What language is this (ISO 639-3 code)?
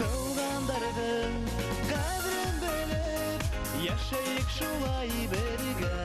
bak